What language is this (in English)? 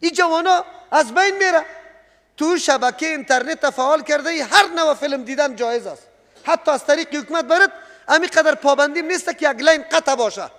Persian